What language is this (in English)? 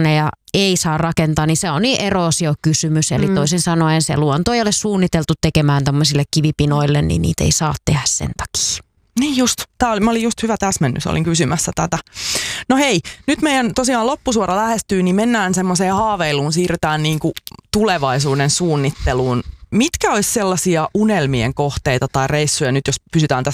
Finnish